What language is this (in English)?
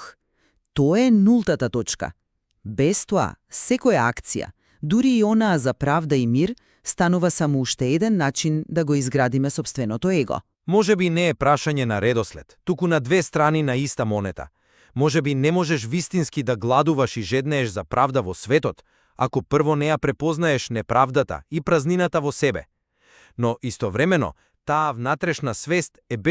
Macedonian